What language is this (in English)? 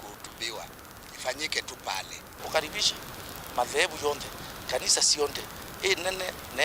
Meru